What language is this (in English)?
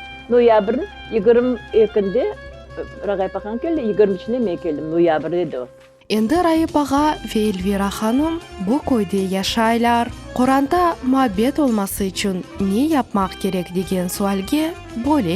Crimean Tatar